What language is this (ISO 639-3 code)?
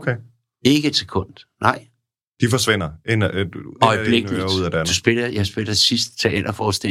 dan